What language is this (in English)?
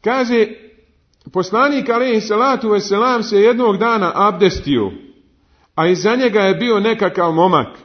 Bosnian